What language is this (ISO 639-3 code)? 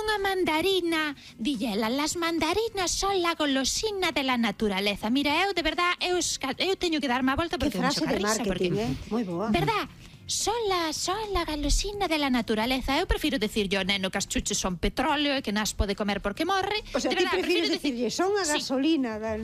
glg